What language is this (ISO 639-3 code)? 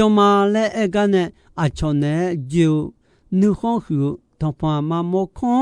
ahk